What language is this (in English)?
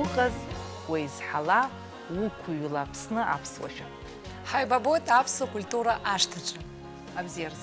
Abkhazian